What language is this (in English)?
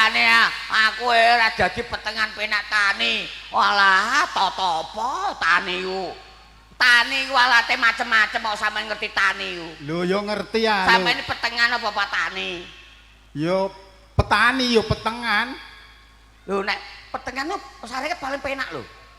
Javanese